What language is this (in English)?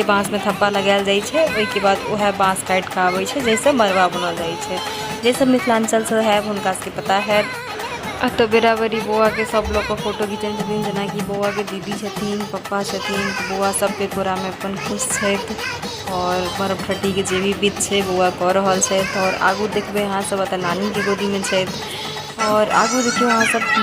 Maithili